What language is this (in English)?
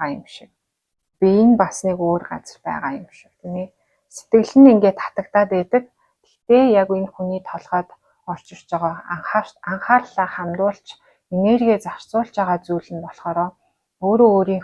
Mongolian